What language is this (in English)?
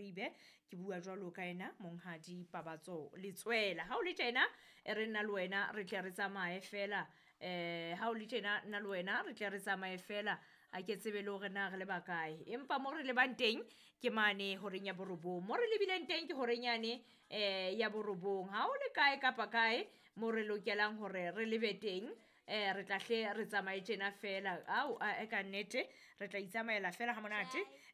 Southern Sotho